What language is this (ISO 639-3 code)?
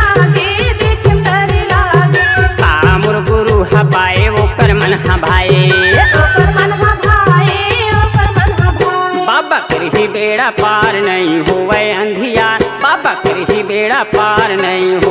hne